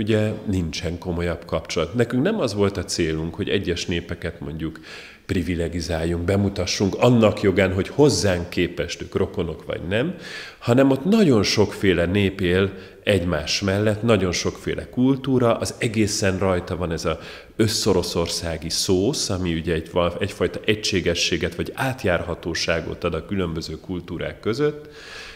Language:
Hungarian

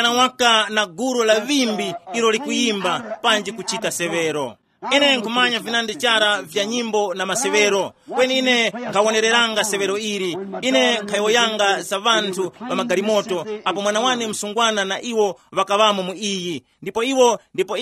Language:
Tumbuka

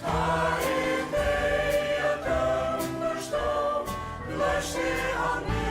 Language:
Faroese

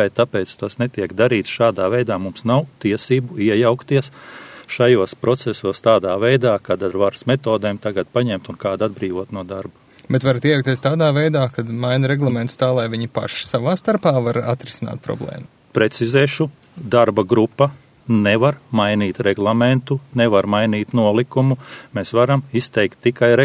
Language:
Latvian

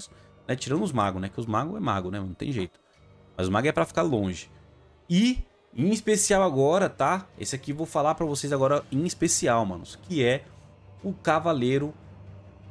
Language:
Portuguese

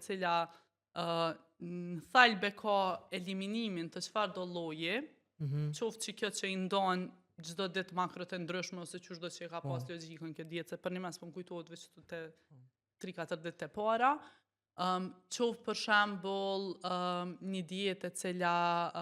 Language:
Albanian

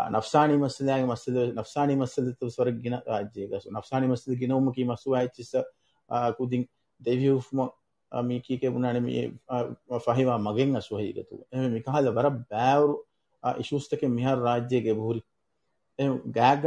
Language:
Divehi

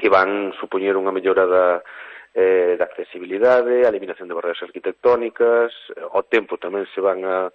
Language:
Galician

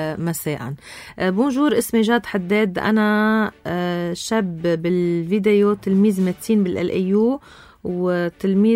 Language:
North Levantine Arabic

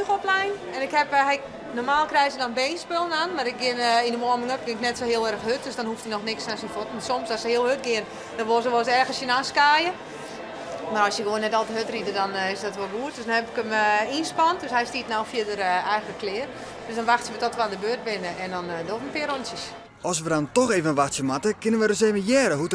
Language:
Western Frisian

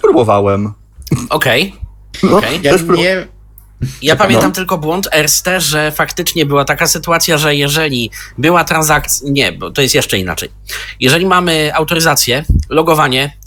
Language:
Polish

